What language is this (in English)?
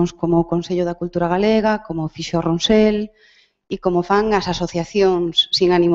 Galician